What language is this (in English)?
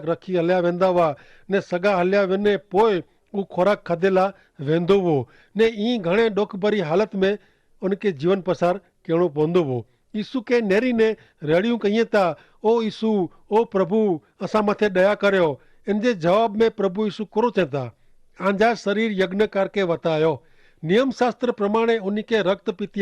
Kachhi